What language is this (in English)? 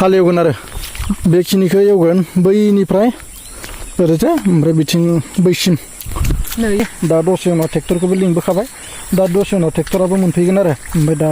Bodo